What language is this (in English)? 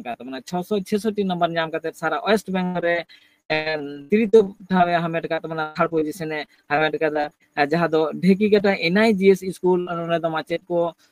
Santali